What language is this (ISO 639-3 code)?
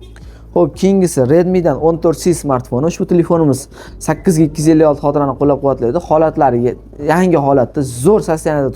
uzb